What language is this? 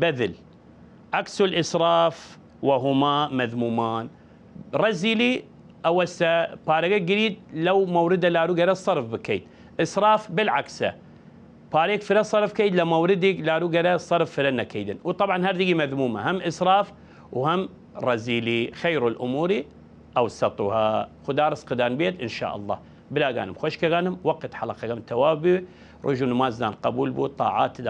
Southern Kurdish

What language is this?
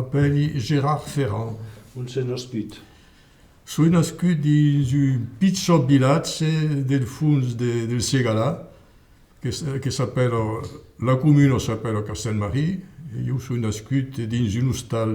Occitan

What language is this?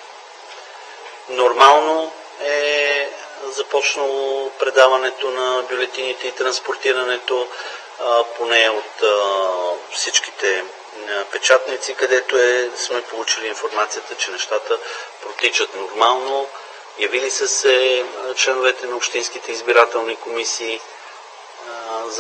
Bulgarian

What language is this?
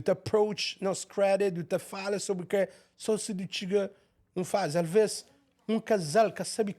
Kabuverdianu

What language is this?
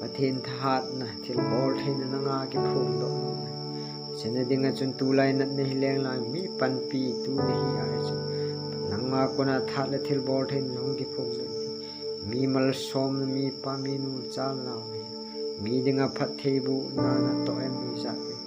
Thado Chin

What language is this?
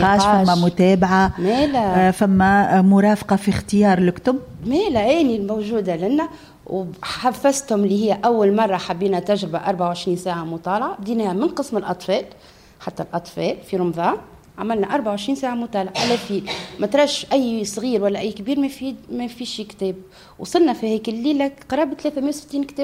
Tunisian Arabic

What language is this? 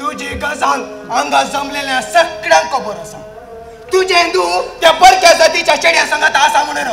Konkani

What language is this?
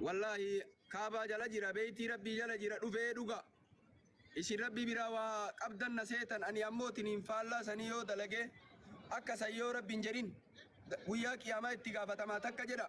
Oromo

